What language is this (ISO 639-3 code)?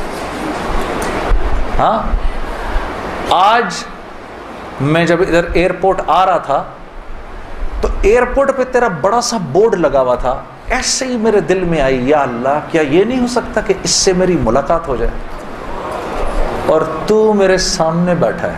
urd